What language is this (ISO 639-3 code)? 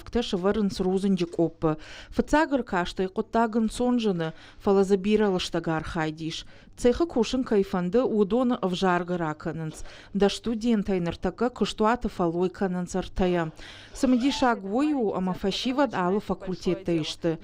oss